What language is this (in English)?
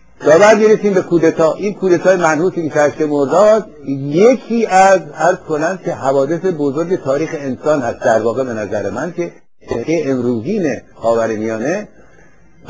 Persian